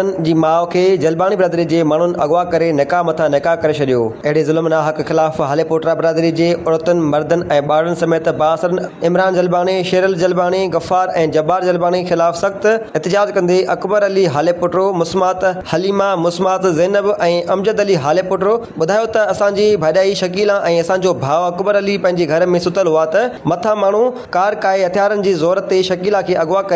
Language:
Sindhi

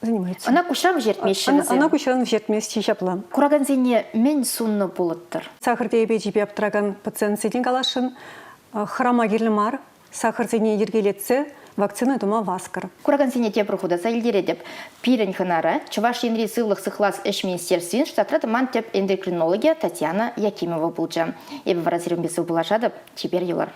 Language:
Chuvash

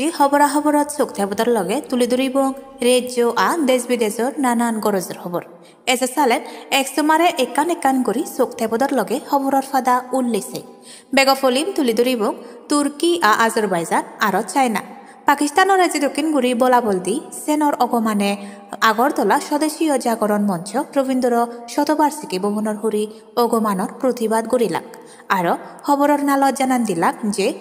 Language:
Chakma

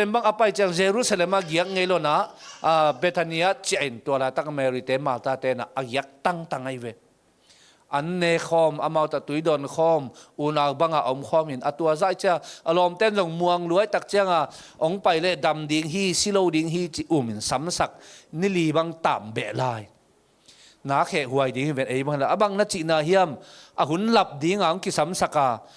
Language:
Tedim Chin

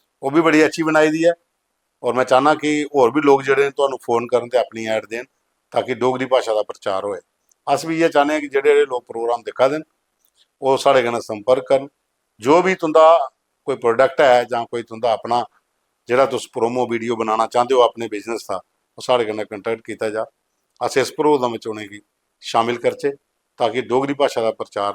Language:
Dogri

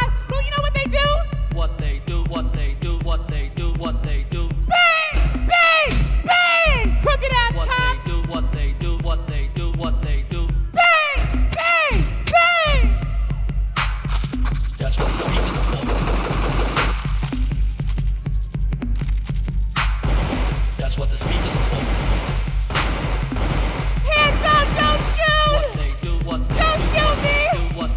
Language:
English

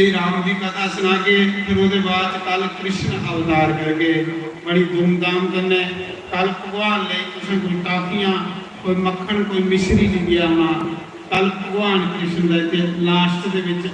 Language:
Dogri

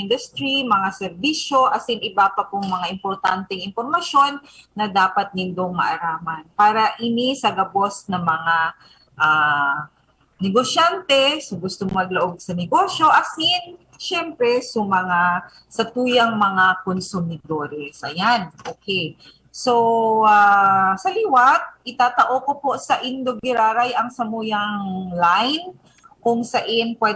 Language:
Bikol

